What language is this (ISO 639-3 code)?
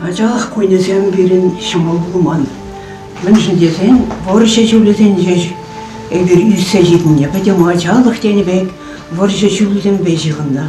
chv